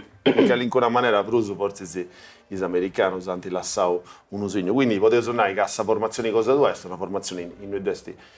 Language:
Sardinian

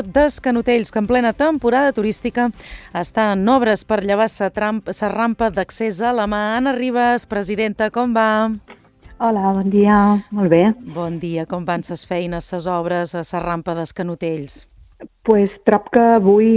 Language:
Catalan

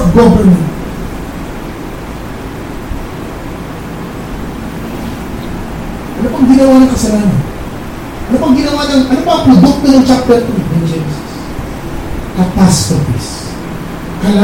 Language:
Filipino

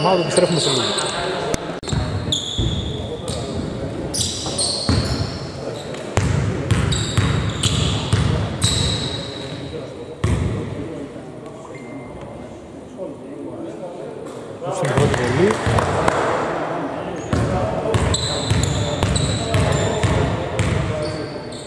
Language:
Greek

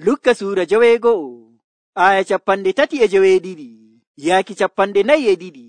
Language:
Nigerian Fulfulde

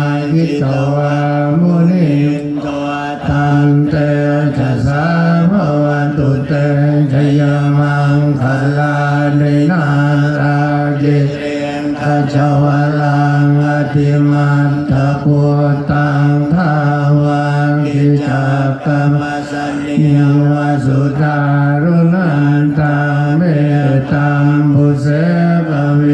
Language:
Pali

